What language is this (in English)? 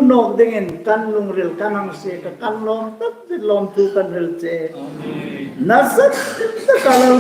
Hmar